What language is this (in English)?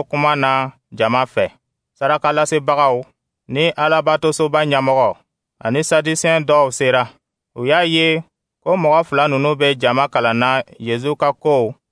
Dyula